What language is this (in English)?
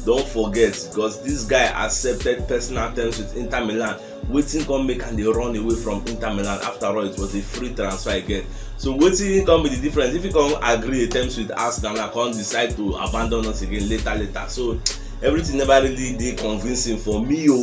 Nigerian Pidgin